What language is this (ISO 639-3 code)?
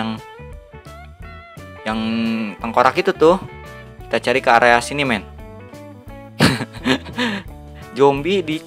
ind